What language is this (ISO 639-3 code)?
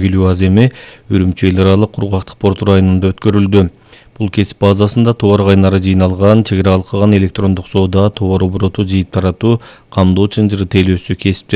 kir